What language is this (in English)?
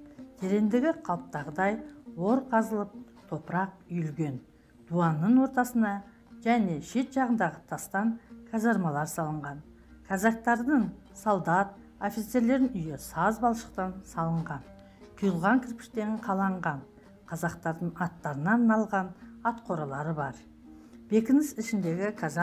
Kazakh